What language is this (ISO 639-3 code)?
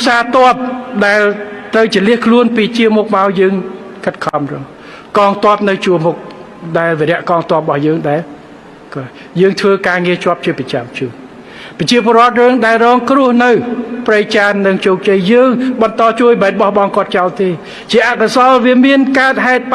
khm